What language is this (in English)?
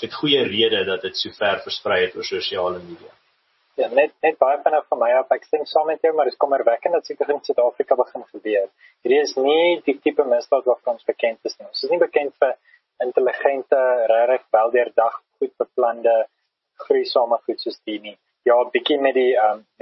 Afrikaans